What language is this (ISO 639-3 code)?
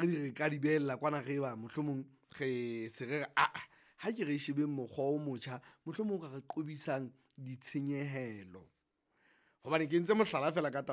sot